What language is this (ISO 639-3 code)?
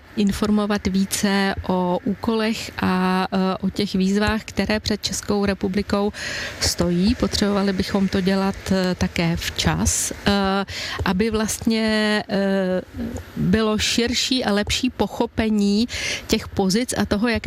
ces